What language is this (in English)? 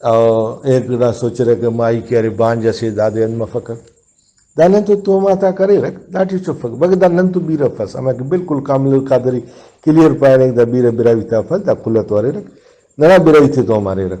Brahui